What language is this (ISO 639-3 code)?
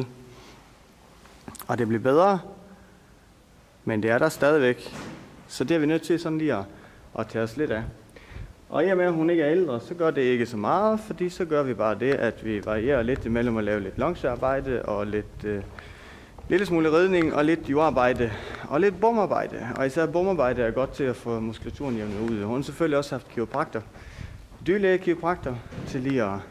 dan